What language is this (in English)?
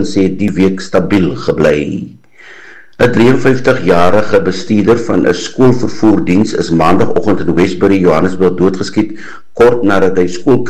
Afrikaans